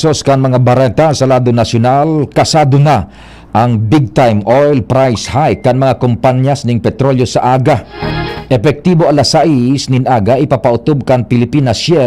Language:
Bikol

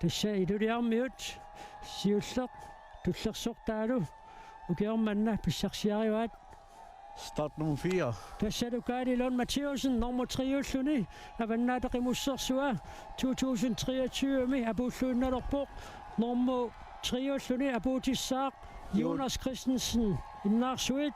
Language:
Kalaallisut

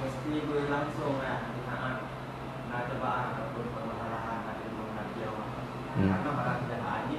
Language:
Achinese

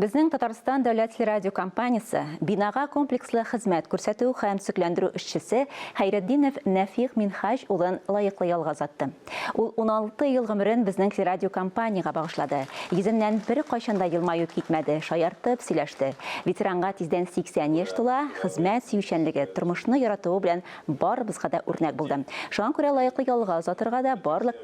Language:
Tatar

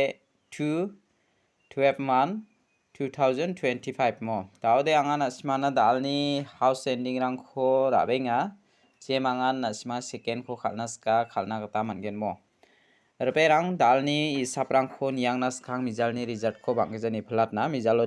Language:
Garo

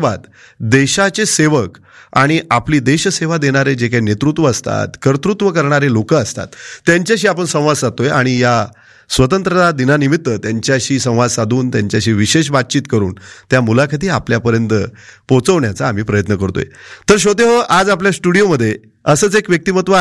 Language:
Marathi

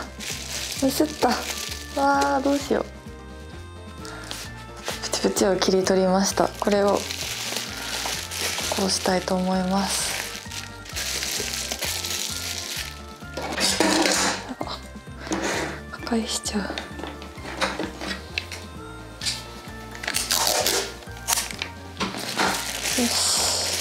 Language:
Japanese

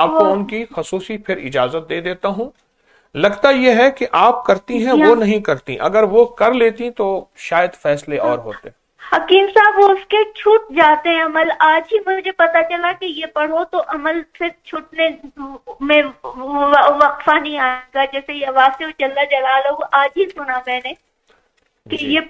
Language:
Urdu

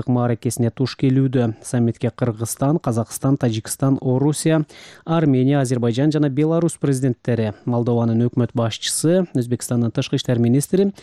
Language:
Kyrgyz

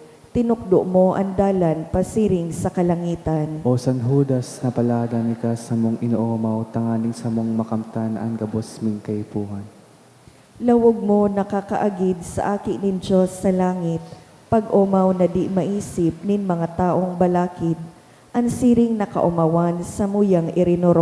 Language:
Bikol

